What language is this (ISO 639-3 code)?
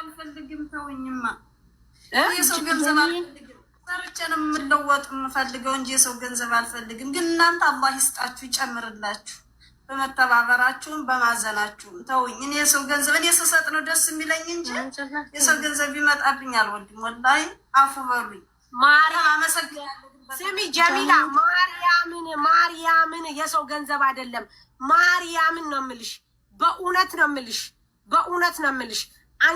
amh